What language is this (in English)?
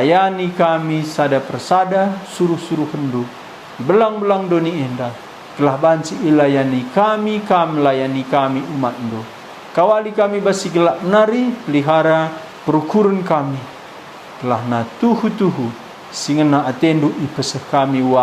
Batak Karo